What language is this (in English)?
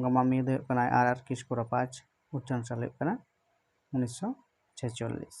Santali